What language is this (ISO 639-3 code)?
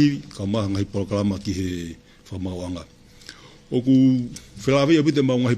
ton